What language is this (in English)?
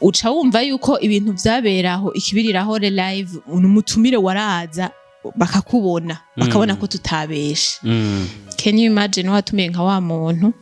Rundi